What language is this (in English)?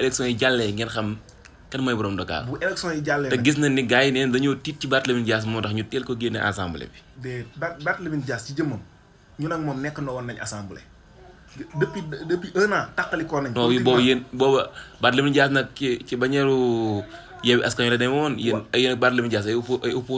Wolof